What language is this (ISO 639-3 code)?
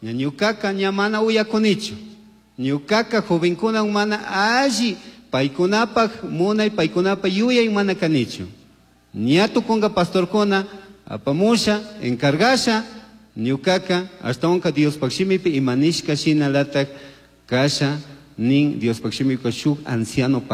qug